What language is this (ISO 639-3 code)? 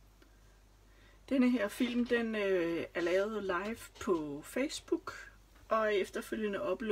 dan